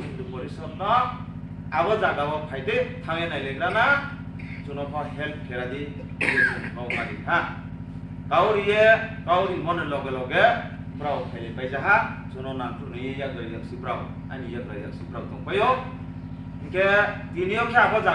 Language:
Riang (India)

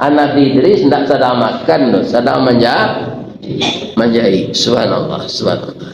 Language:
Minangkabau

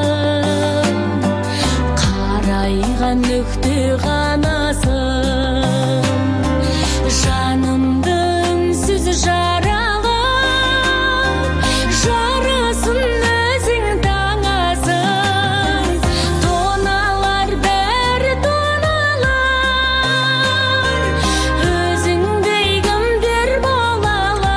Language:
Kazakh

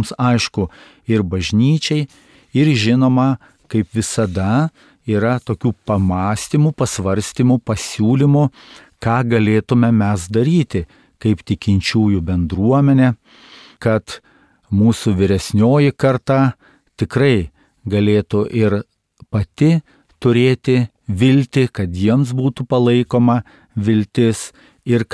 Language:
Lithuanian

